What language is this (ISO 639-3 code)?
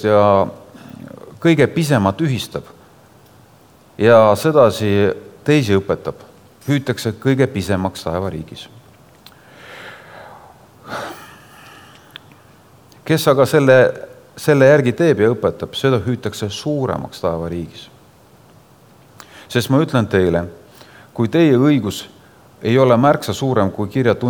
est